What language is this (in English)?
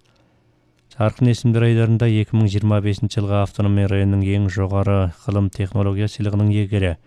Kazakh